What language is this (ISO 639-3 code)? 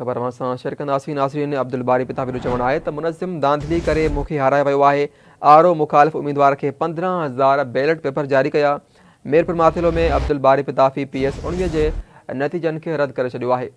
snd